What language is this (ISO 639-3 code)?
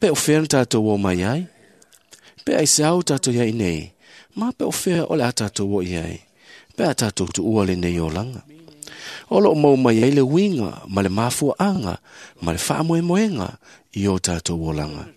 smo